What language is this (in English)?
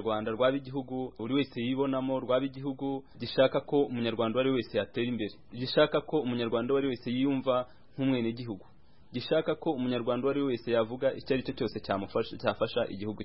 Kinyarwanda